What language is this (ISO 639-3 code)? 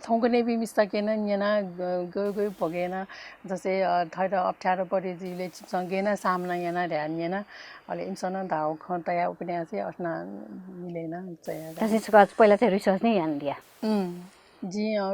new